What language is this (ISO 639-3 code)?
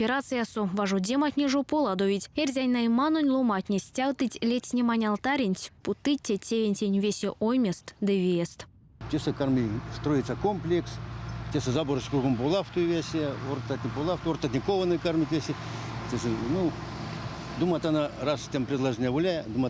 myv